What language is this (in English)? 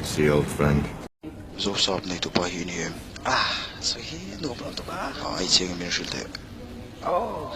Mizo